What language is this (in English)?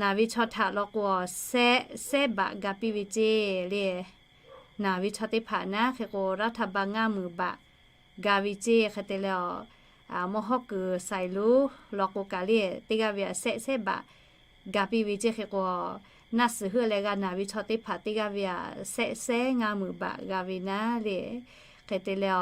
Lahu